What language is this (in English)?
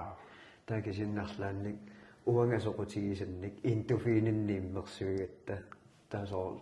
Kalaallisut